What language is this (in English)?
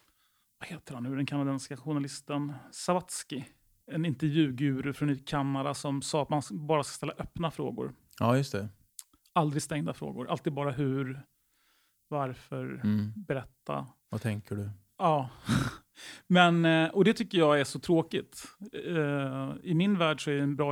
Swedish